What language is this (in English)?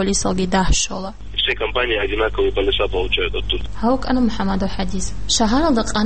Avaric